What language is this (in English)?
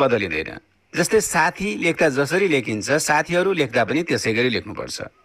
Nepali